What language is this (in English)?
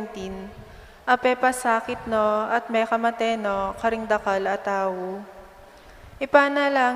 Pampanga